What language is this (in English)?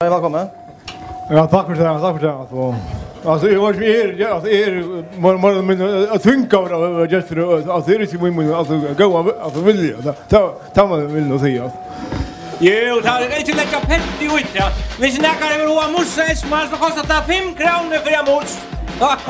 Faroese